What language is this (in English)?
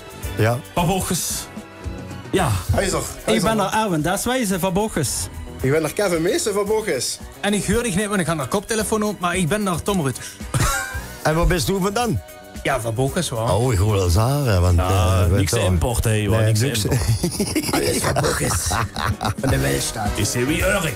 Limburgish